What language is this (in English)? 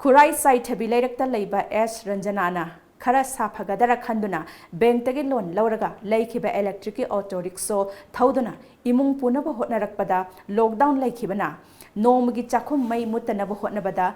Manipuri